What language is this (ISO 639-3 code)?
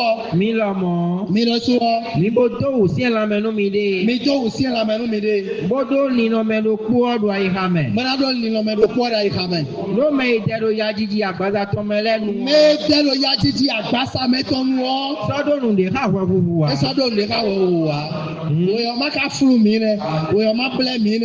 fon